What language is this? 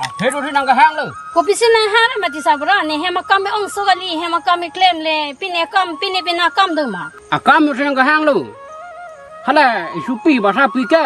Karbi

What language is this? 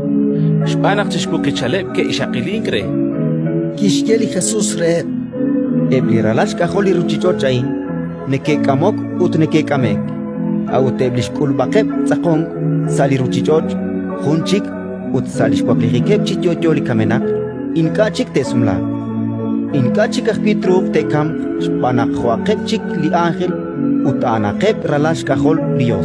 Kekchí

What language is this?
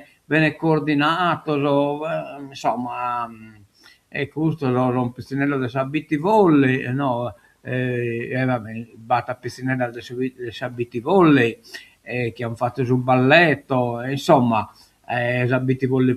Sardinian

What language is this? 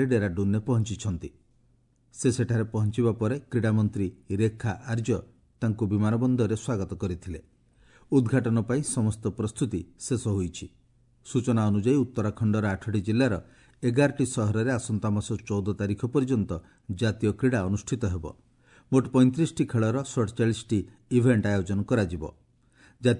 Odia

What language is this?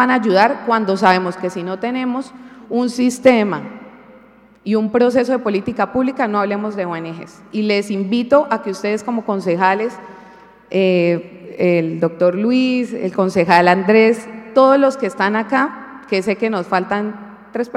Spanish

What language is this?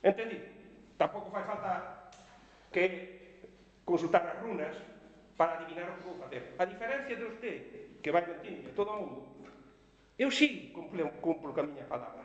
Galician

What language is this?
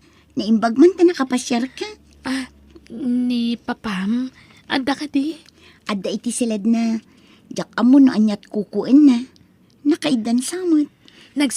Iloko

